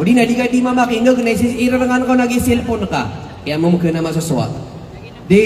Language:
Maranao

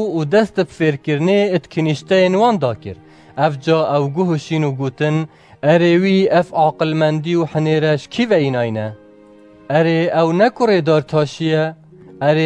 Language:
Kurdish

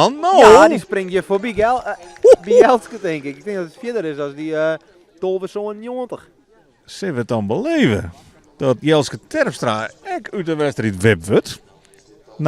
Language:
Western Frisian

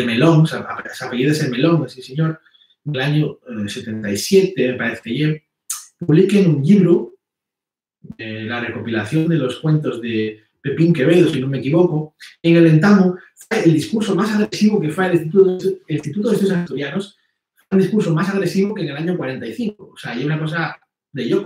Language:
Asturian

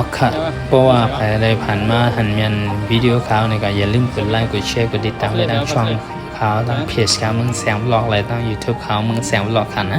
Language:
Shan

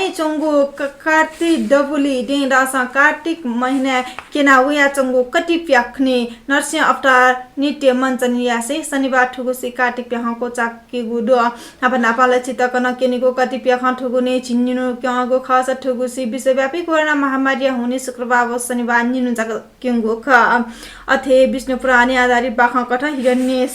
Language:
Newari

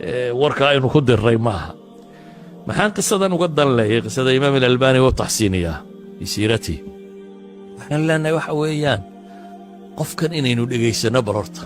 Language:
Somali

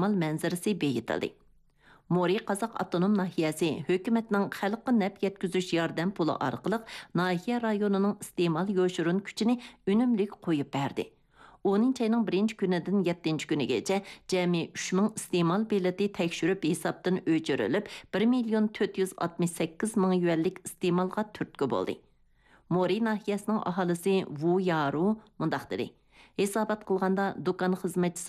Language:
Uyghur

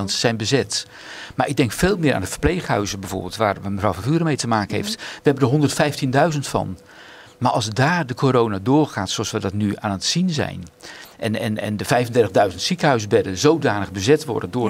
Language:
Dutch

